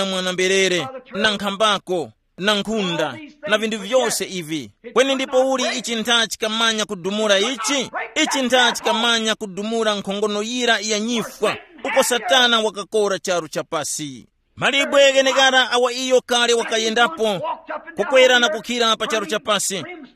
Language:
Tumbuka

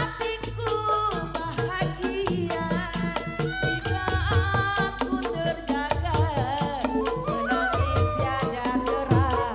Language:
Betawi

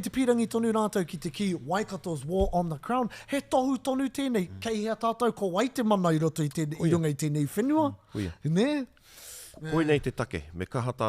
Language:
Māori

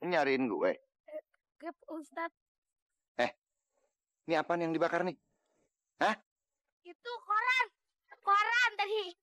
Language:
Betawi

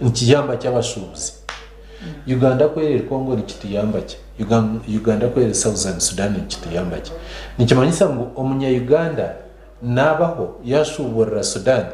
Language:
Nyankole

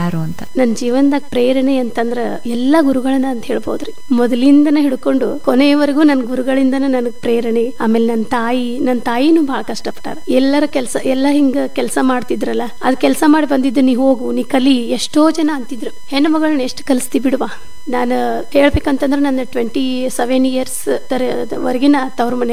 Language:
Kannada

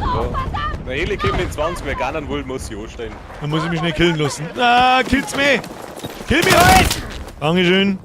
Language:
Bavarian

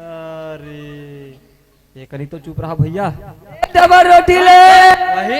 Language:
Chhattisgarhi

